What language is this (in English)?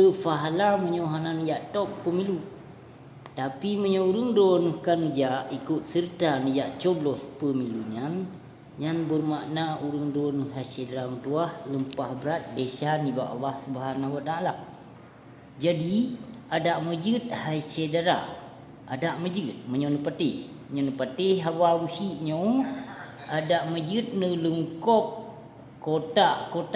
Achinese